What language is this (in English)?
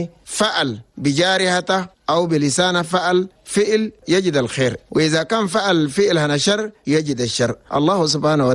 Chadian Arabic